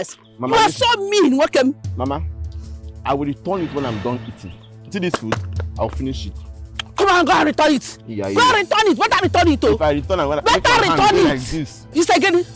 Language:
Nigerian Pidgin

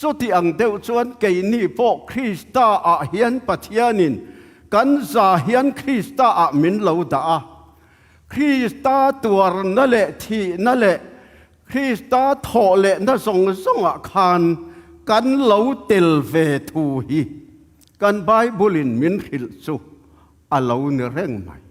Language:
Tedim Chin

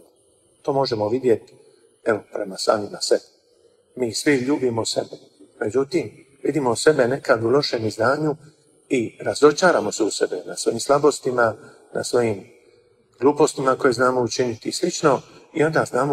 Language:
Croatian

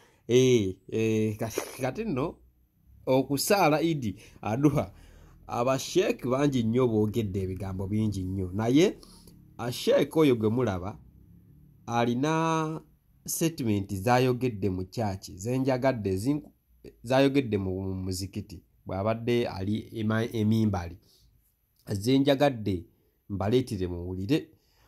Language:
Ganda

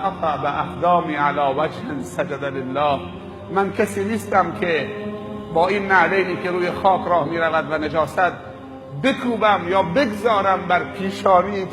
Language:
Persian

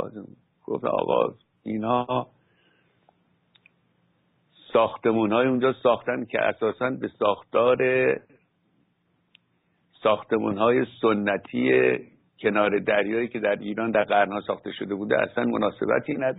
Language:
Persian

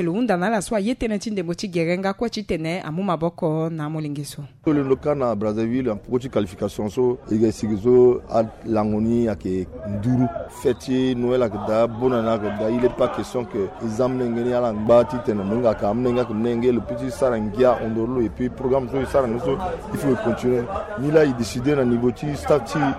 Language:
Sango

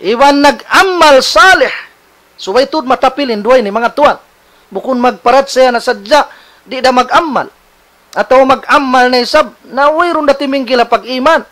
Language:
Tausug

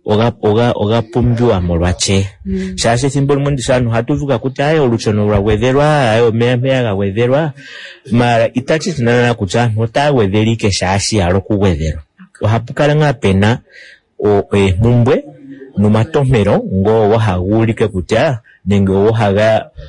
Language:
Kuanyama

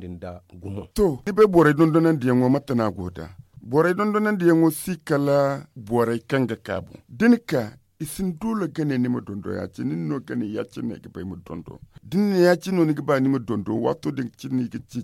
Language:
Zarma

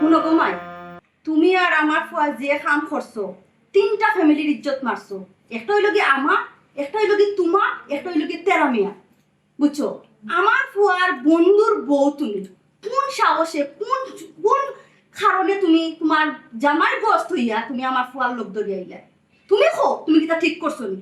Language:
Sylheti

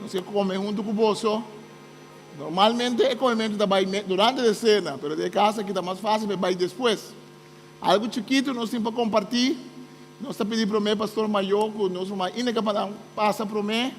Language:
Papiamento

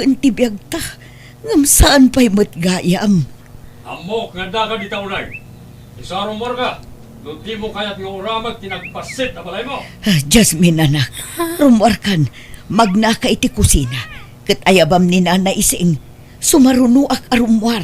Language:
Iloko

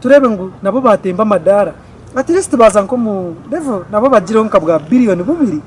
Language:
Nyankole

